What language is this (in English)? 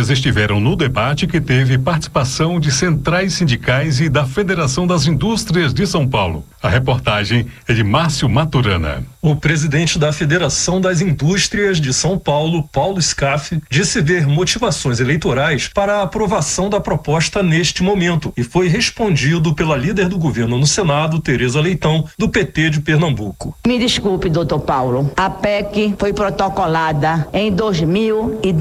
Portuguese